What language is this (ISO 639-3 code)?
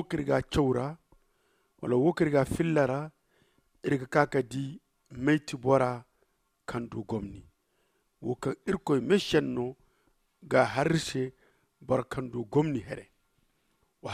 dje